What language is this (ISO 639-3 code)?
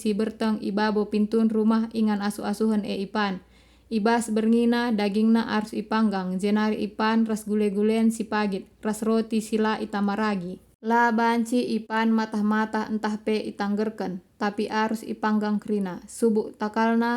btx